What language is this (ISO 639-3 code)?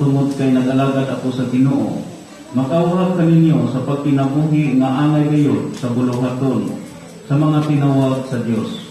ceb